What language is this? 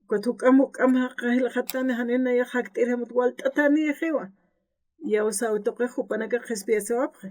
Aymara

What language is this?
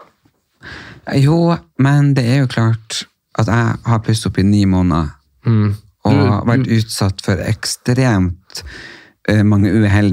Norwegian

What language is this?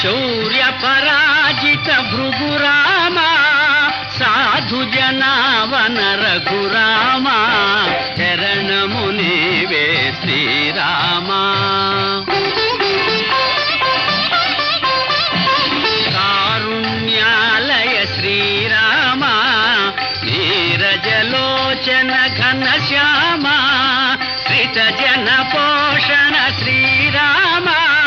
Telugu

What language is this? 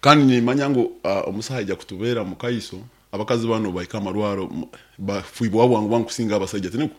Nyoro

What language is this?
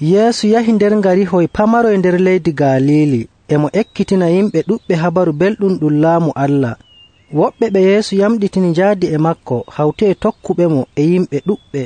Nigerian Fulfulde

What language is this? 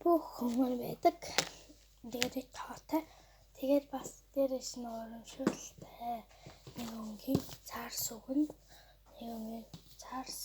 Mongolian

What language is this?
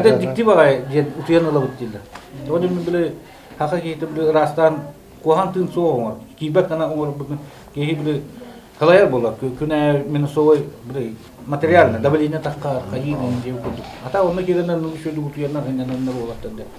Yakut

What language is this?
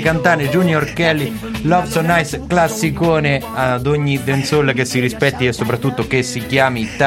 Italian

